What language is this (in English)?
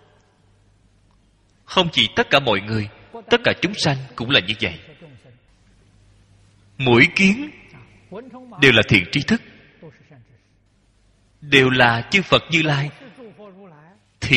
Vietnamese